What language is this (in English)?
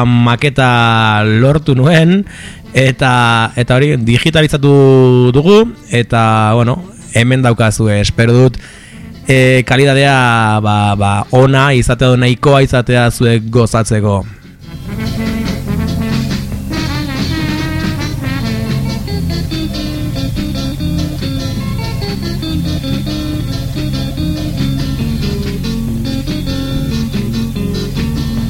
Basque